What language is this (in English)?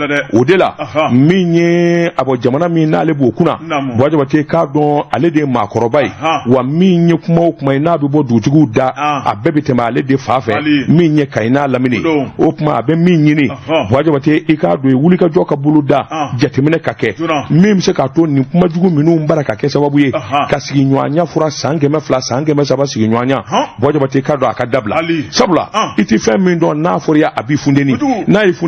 Bambara